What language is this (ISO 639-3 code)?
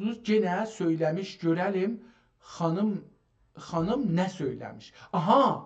azb